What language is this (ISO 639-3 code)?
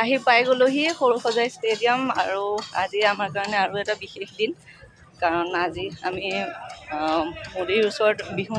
asm